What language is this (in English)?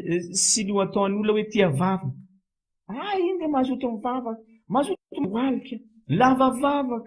Malagasy